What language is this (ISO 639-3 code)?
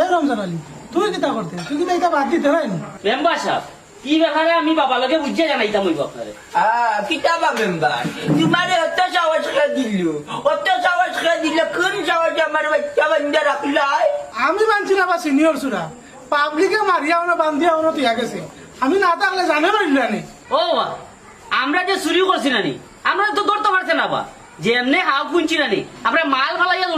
syl